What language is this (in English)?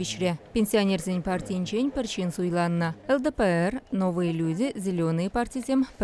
Chuvash